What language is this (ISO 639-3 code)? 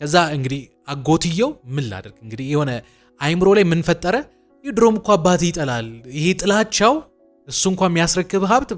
amh